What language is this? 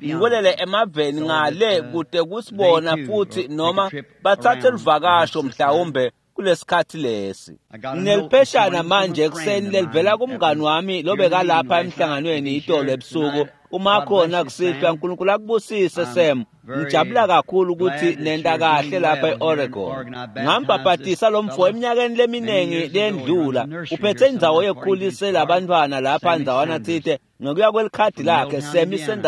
Swati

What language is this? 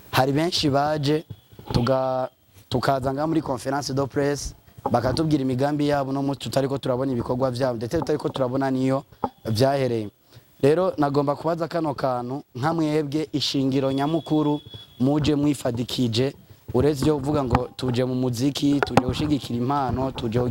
Rundi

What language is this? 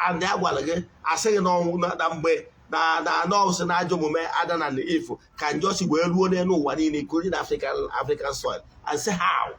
Igbo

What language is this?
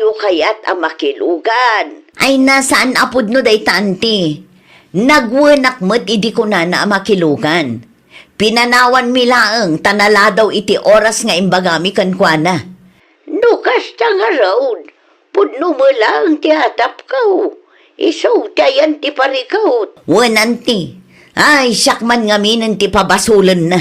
Iloko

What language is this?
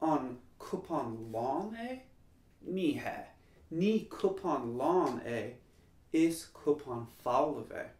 Irish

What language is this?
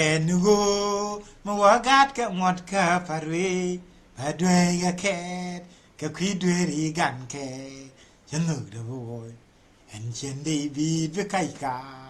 Nuer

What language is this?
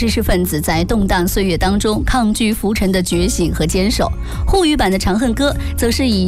Chinese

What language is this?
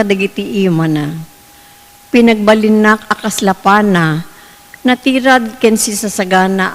Iloko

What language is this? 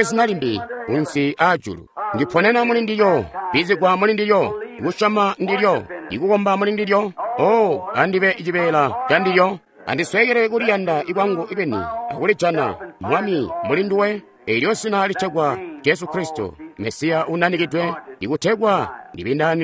Tonga (Zambia)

